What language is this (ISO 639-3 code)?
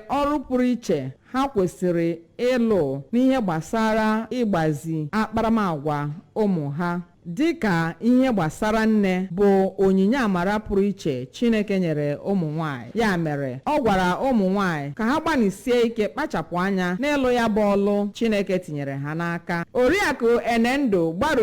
ibo